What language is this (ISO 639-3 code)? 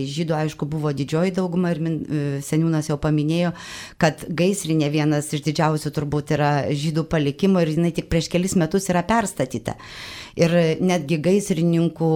lit